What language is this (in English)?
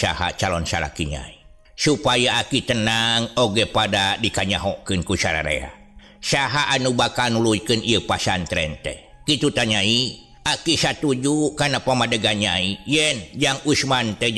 Sundanese